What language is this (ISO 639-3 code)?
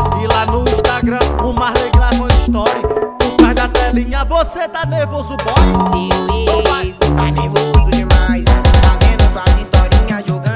por